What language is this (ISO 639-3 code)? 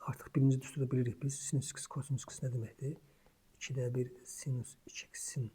aze